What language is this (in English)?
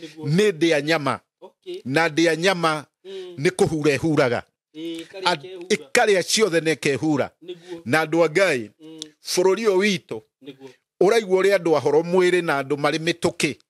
Kikuyu